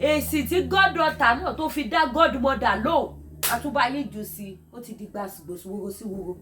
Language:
Yoruba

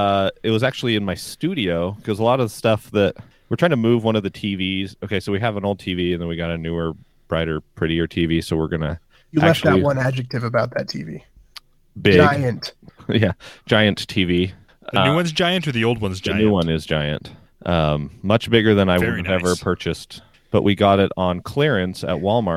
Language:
English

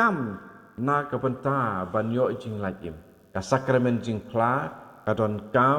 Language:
Khasi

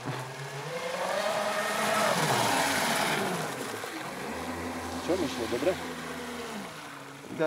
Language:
Slovak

